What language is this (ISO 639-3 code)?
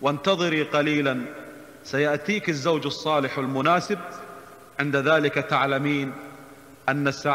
ara